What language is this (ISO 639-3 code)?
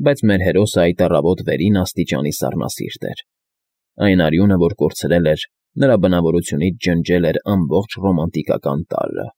hye